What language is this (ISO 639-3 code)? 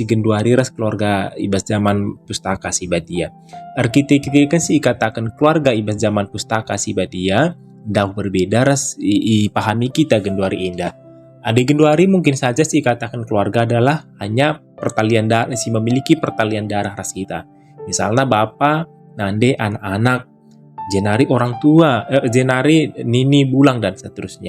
btx